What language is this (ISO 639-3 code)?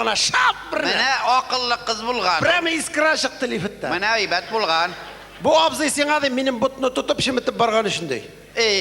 tat